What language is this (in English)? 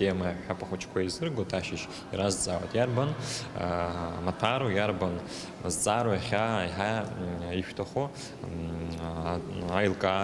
Abkhazian